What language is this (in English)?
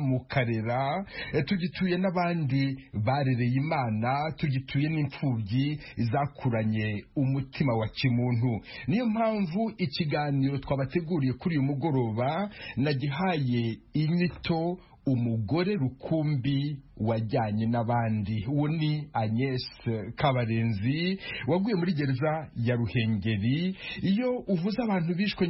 Kinyarwanda